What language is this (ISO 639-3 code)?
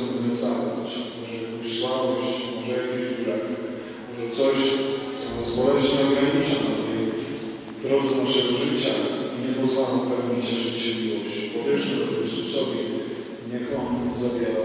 pol